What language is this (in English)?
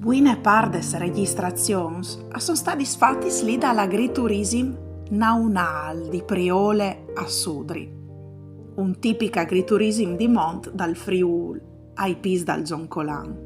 Friulian